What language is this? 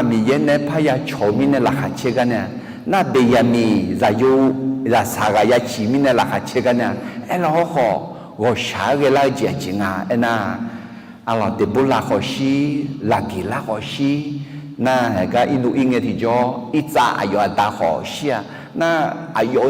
Akha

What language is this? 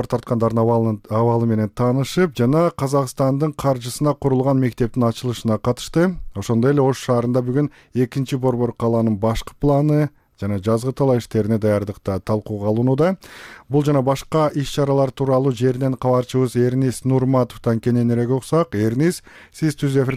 Kyrgyz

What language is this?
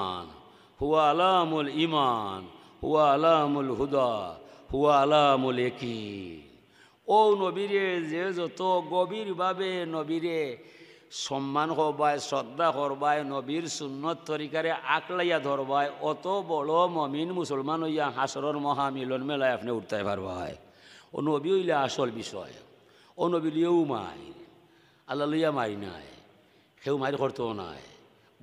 Sylheti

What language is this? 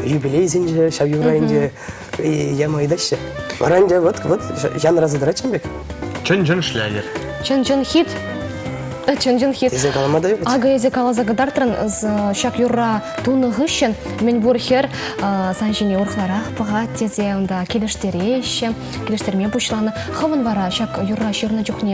Chuvash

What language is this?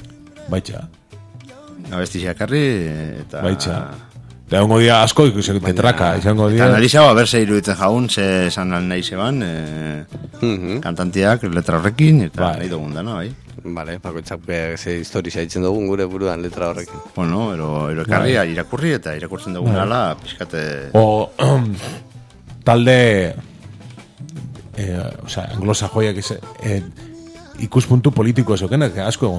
Basque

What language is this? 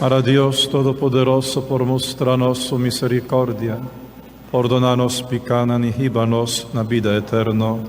Papiamento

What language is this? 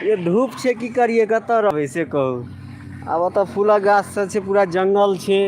Maithili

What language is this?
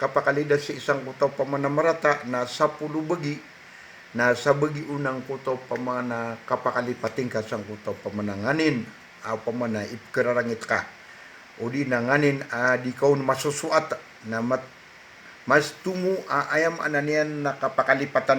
Maranao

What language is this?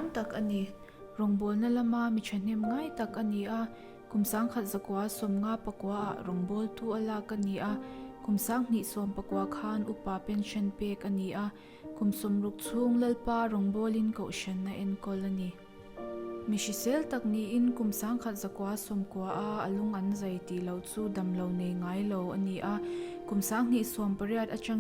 Mizo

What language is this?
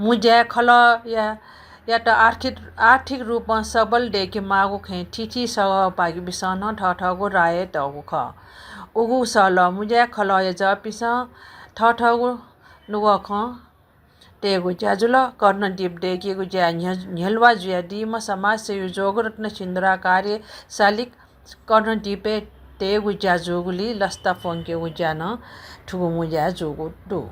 Newari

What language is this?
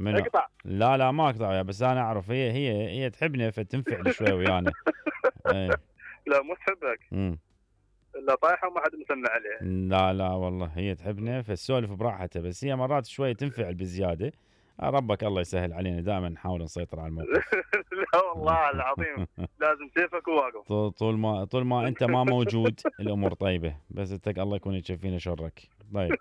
Mesopotamian Arabic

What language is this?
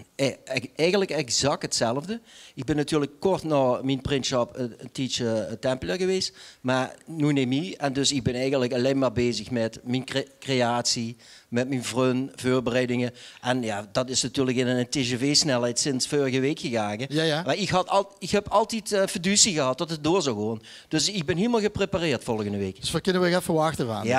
Limburgish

